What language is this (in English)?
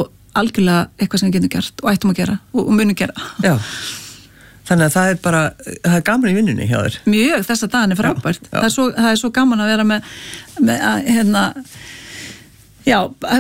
Icelandic